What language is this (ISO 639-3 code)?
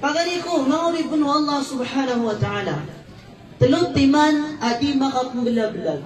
mrw